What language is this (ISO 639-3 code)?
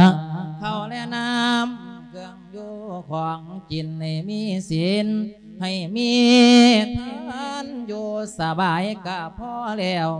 lao